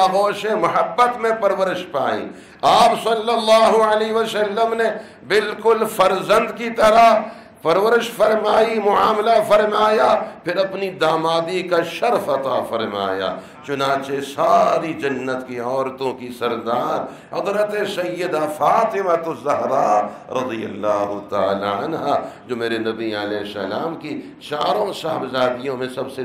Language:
Urdu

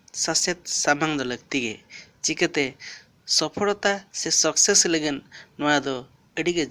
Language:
Santali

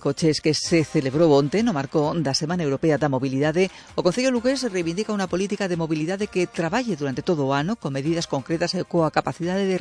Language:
Galician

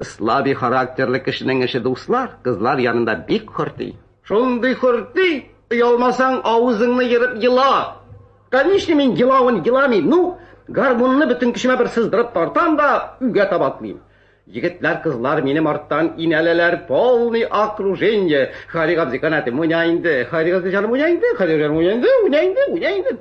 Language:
Tatar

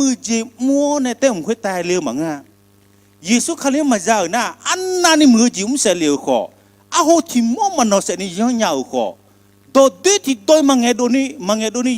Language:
Akha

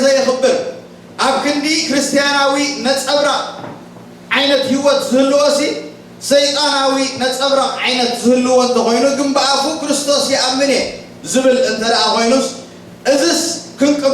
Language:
Tigrinya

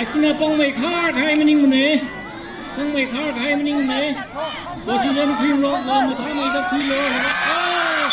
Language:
Tangkhul Naga (India)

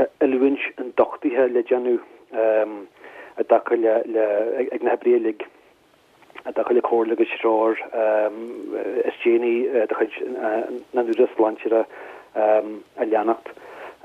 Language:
Irish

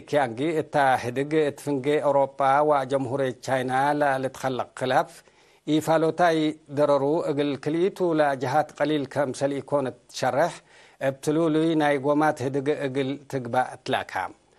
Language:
Tigre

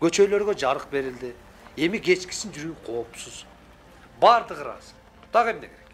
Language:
Kyrgyz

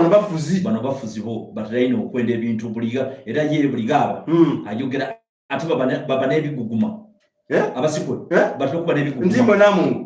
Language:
Soga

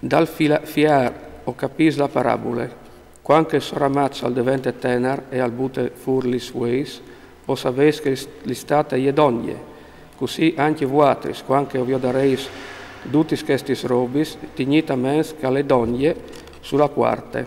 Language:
Friulian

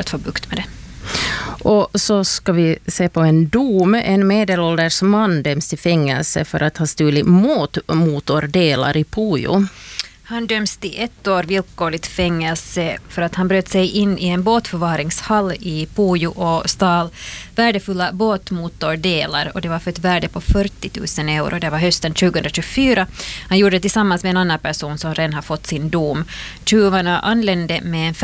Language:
Swedish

